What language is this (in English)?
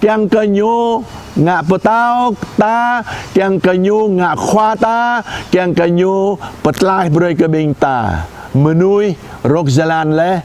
Jarai